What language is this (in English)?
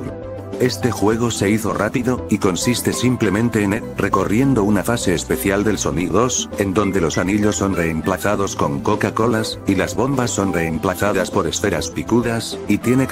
Spanish